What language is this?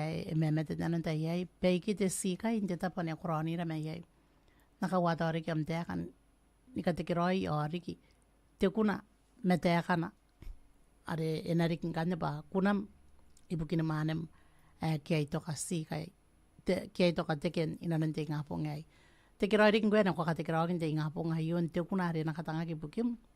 Gilbertese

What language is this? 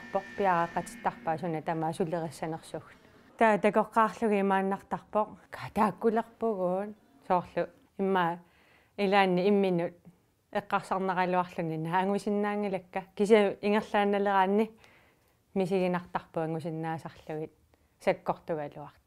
Kalaallisut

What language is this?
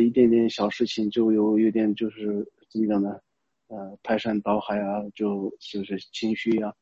Chinese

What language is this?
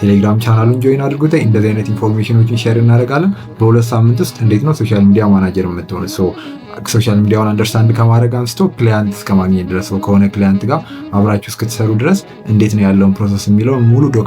Amharic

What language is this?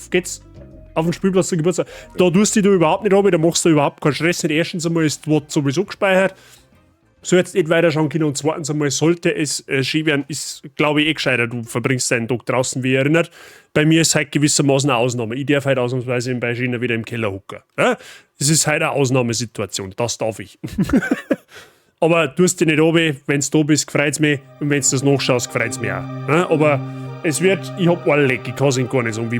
Bavarian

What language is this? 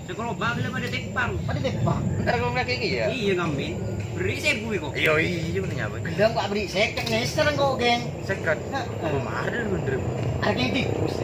Madurese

